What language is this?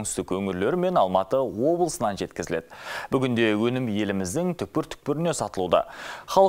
Kazakh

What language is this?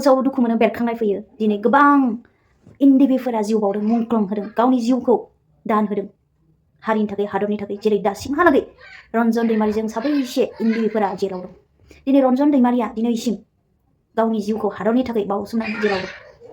Bodo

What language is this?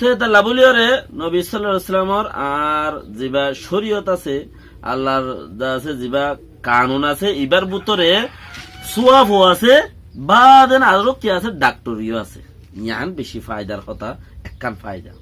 Rohingya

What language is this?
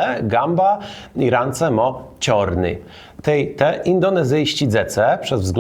Kashubian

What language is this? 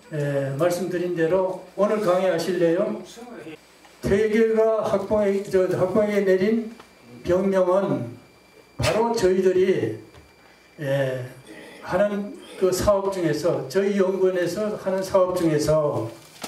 Korean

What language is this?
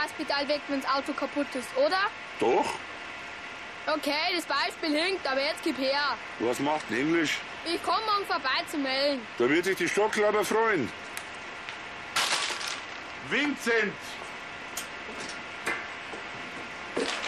German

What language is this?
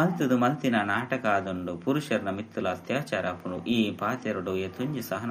Tulu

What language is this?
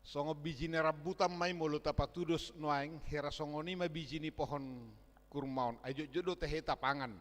Batak Toba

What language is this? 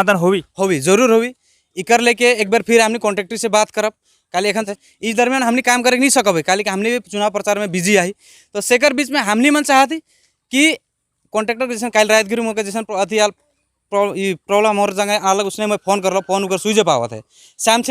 Sadri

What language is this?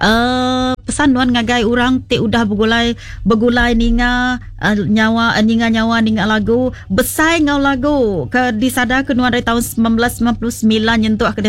Iban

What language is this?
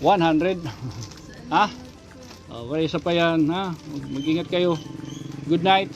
Waray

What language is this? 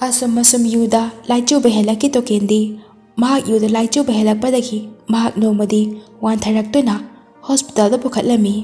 Manipuri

